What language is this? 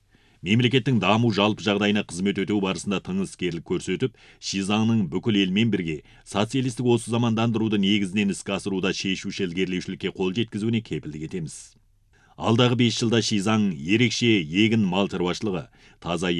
Kazakh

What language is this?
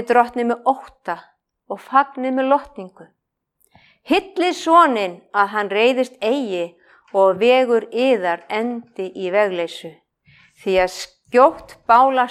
Icelandic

